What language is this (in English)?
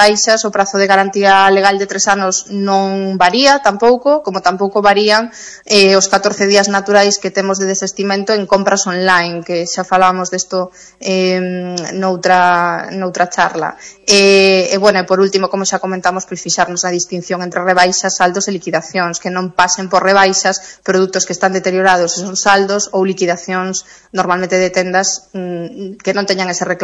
Galician